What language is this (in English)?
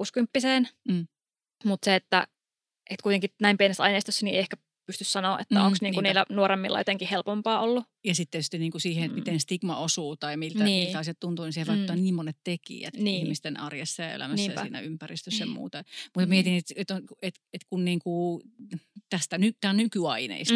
Finnish